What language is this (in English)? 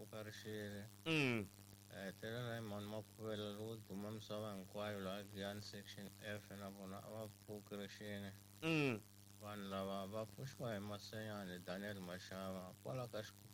Tsonga